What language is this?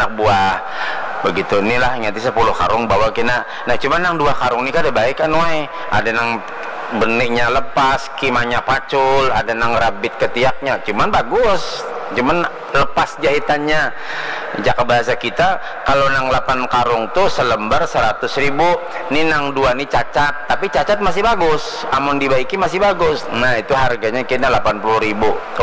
Banjar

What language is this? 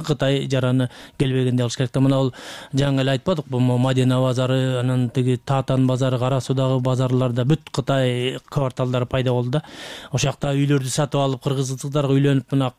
Kyrgyz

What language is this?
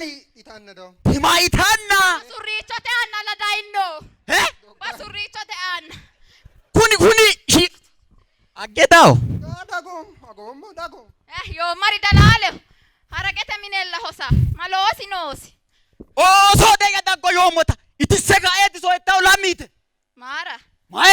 Sidamo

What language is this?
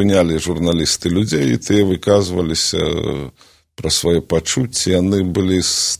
Belarusian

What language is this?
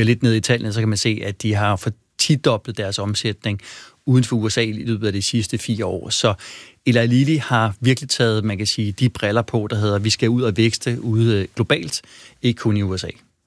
Danish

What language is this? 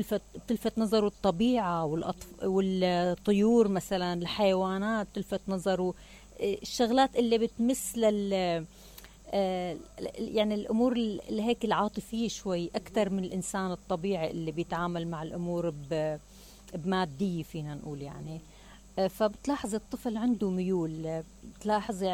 Mesopotamian Arabic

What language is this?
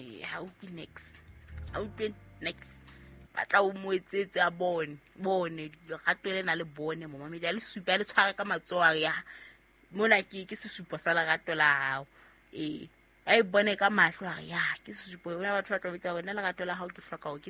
Southern Sotho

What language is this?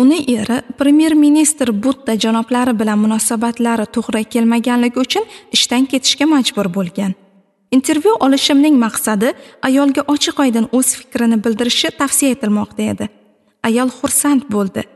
Uzbek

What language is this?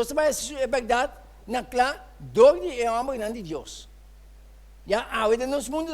Papiamento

